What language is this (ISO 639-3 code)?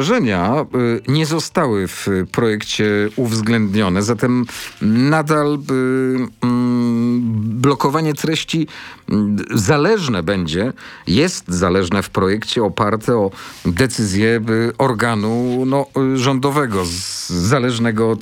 pol